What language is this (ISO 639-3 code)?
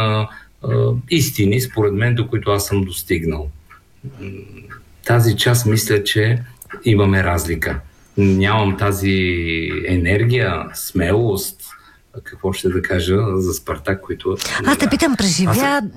bul